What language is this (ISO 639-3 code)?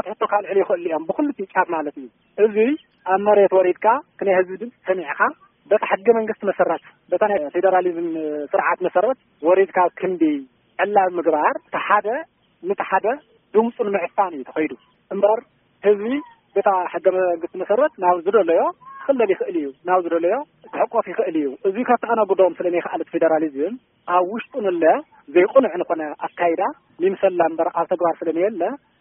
tir